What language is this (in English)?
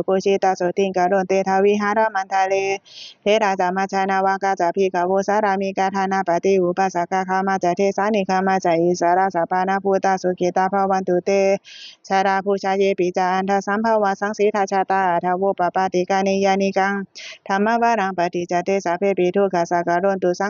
Pali